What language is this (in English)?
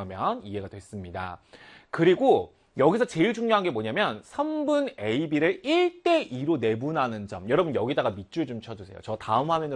Korean